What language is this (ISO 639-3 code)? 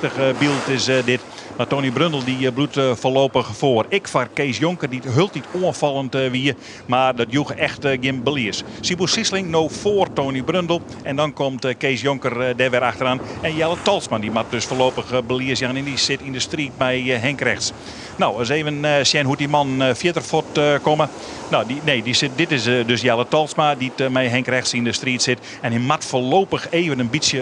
fry